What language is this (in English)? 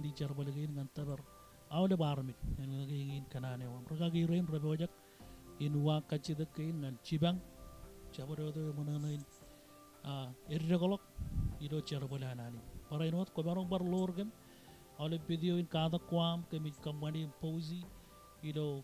Marshallese